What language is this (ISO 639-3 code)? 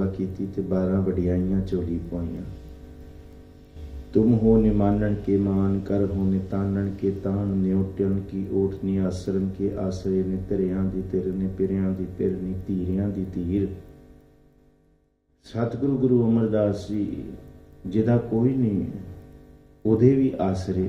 pan